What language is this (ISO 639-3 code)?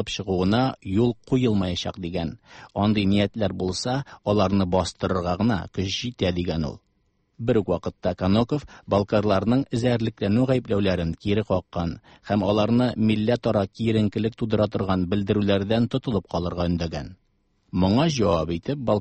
tat